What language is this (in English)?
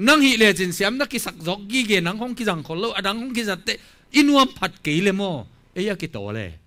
Tedim Chin